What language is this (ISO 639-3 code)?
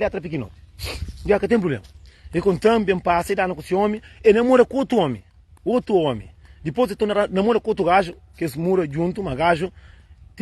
kea